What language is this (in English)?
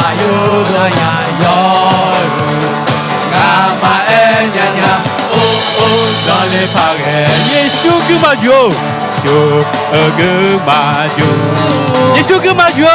Akha